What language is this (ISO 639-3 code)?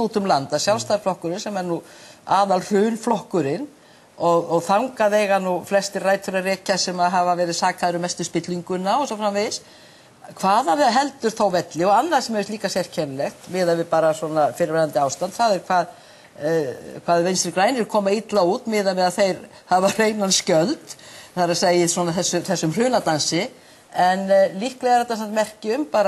isl